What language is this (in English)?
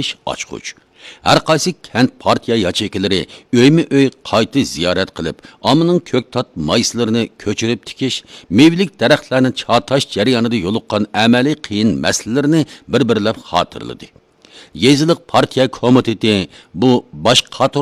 Uyghur